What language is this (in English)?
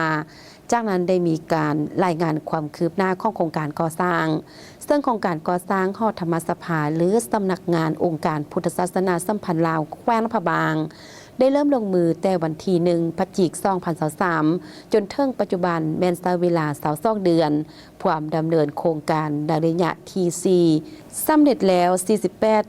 Lao